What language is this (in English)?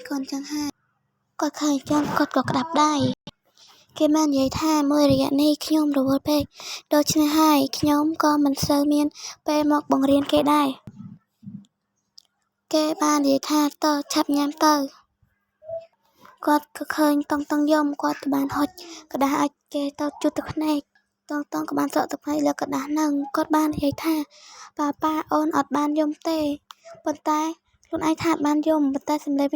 Khmer